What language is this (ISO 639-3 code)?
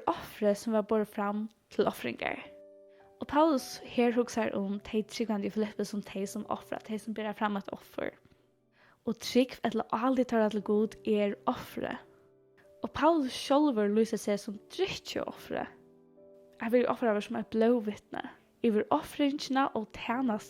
fao